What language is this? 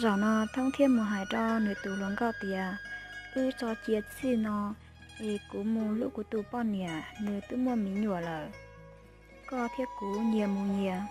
Hmong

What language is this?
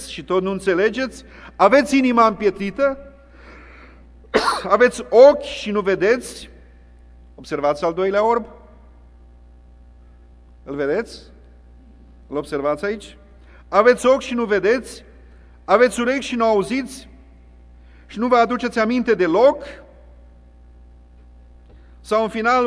Romanian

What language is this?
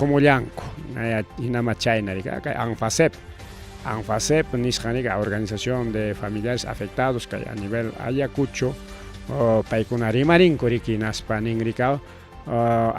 Ayacucho Quechua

